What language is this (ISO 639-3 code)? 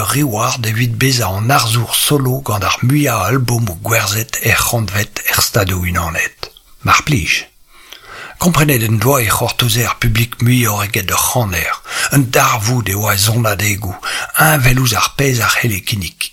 bre